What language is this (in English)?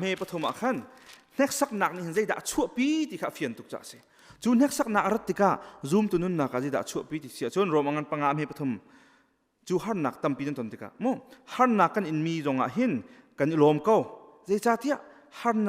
Hakha Chin